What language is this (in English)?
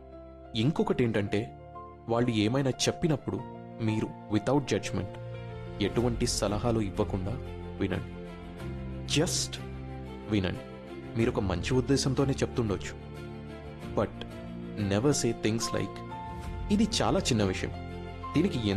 Telugu